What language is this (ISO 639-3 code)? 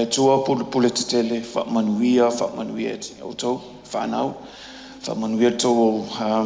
smo